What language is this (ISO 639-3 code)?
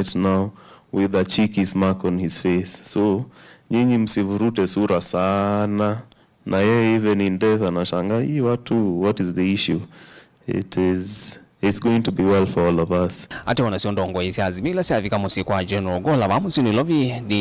kam